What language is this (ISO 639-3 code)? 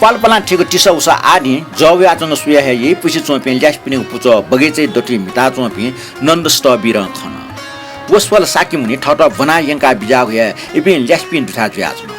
new